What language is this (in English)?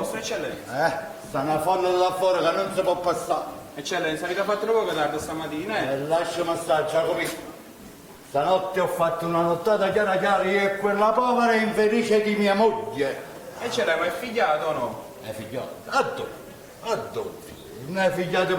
Neapolitan